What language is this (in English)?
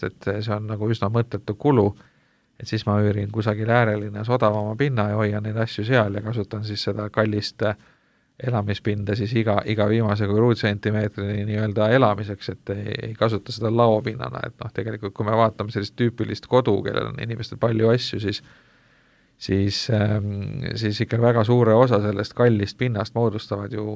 Estonian